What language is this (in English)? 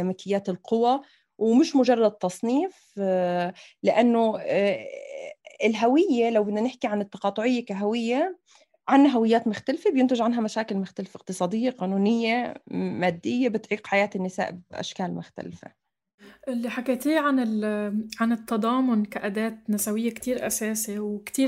North Levantine Arabic